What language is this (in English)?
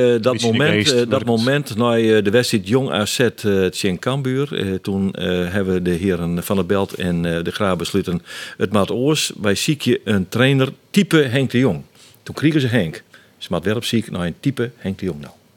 Western Frisian